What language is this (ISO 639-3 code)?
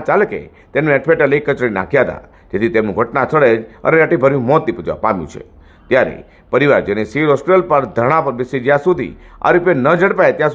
guj